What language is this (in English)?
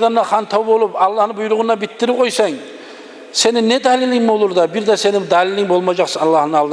Kumyk